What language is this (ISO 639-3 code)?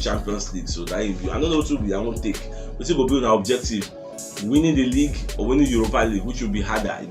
pcm